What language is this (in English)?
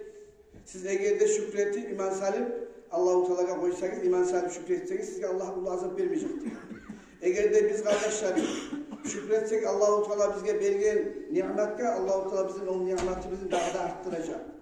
Kumyk